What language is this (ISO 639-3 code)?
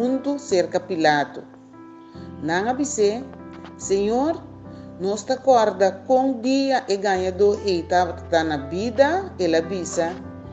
pap